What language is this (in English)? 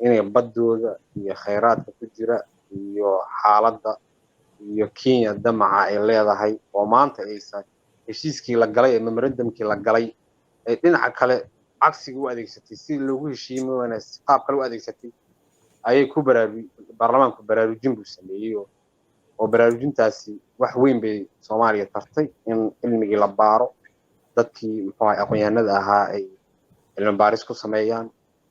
Somali